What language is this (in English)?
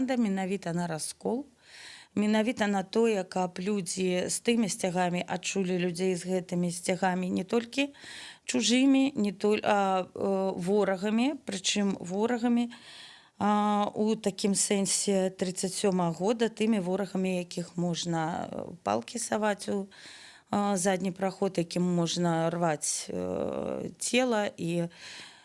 Belarusian